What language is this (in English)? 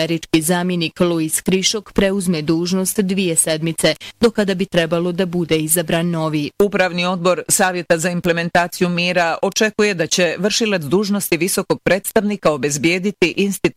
Bosnian